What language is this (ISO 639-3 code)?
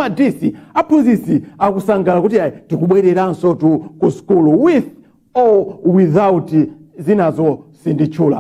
nya